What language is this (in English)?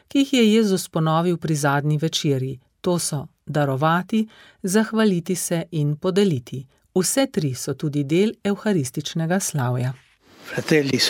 Slovenian